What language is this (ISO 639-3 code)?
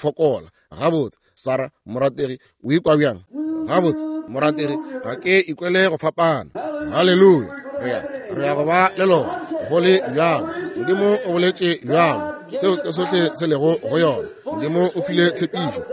nso